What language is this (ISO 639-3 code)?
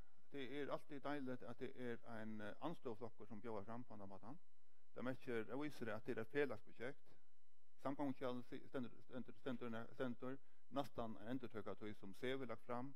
fao